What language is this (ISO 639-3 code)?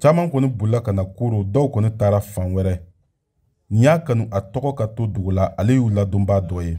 bam